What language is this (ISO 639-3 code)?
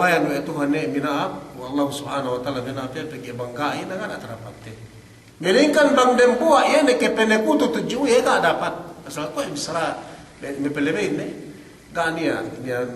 yka